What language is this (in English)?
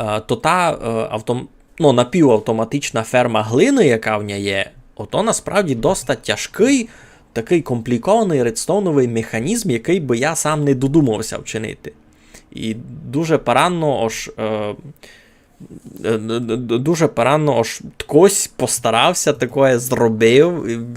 Rusyn